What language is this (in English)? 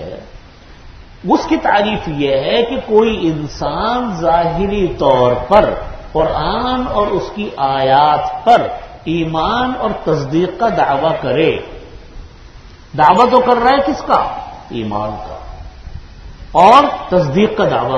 Urdu